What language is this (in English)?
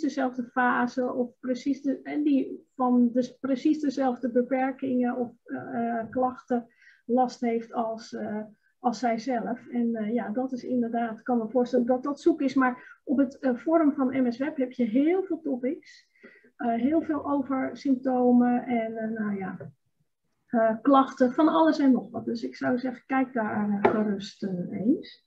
Dutch